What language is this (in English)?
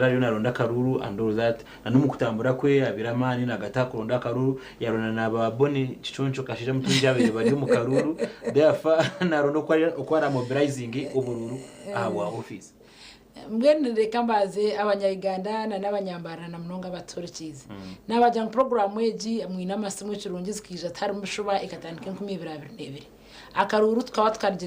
Nyankole